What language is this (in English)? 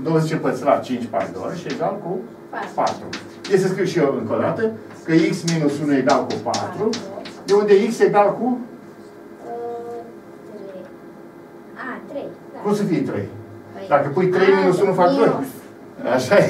Romanian